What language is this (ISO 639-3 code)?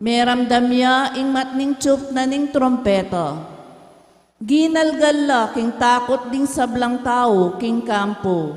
pam